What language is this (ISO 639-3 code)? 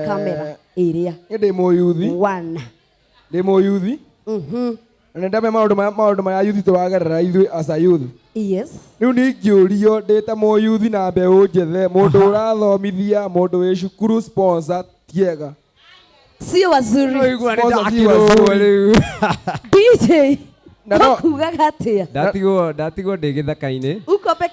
kik